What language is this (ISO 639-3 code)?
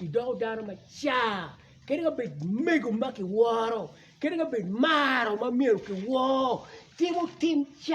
ach